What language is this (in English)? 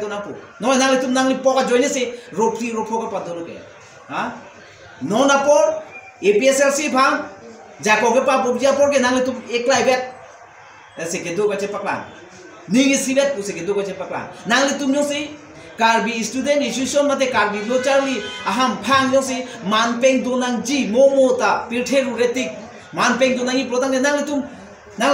Karbi